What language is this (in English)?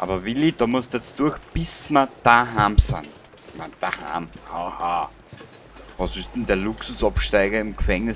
Bavarian